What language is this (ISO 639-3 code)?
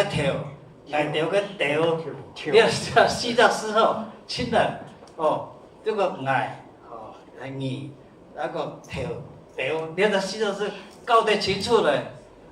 hak